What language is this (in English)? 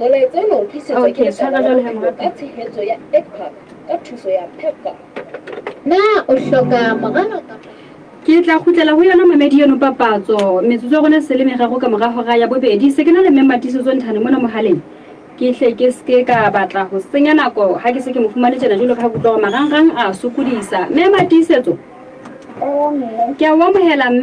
Southern Sotho